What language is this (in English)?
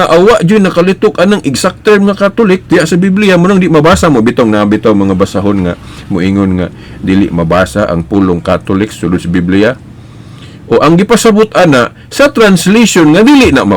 Cebuano